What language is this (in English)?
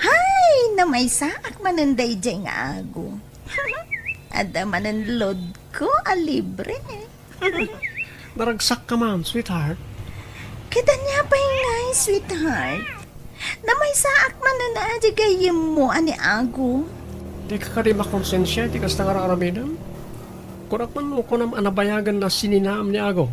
Iloko